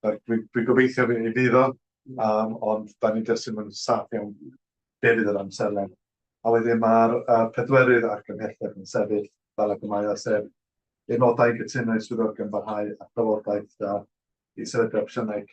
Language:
Welsh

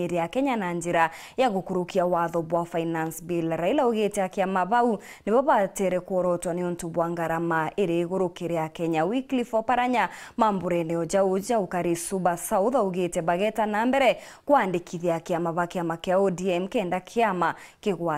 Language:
Meru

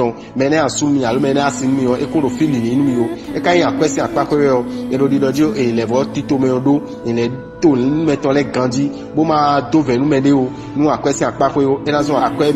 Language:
Fon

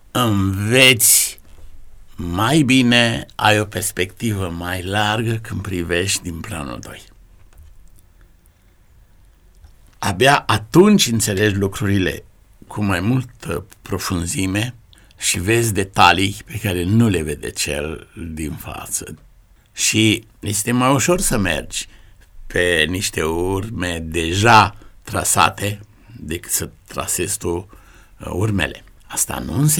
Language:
Romanian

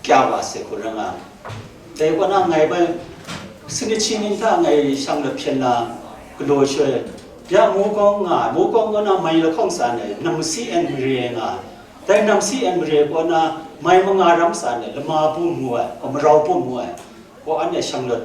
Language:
Kachin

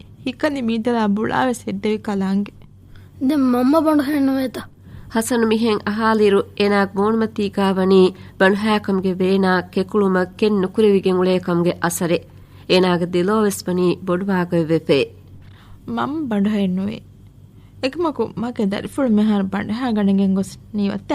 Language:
Divehi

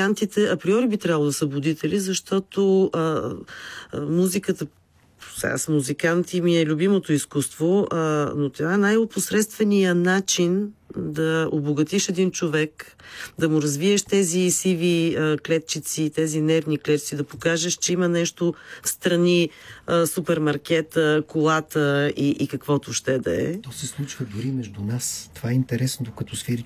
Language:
Bulgarian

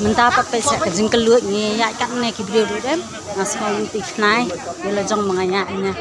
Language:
Khasi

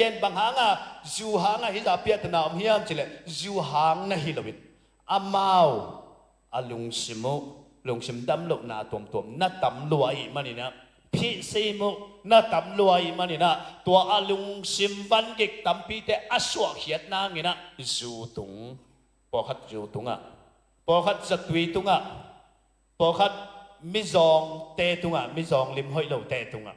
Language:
Tedim Chin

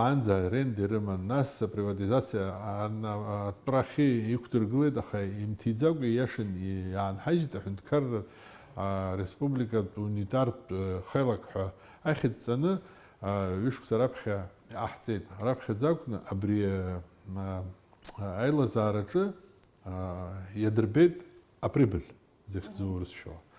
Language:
Abkhazian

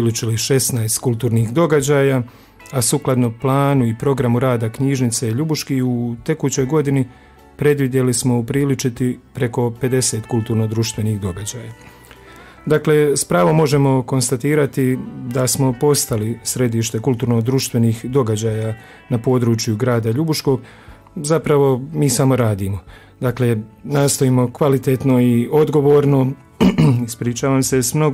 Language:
Croatian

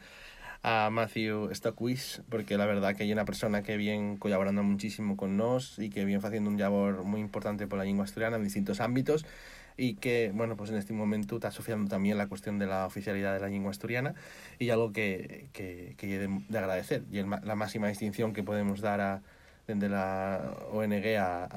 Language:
Galician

